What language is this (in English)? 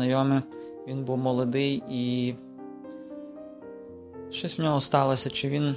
Ukrainian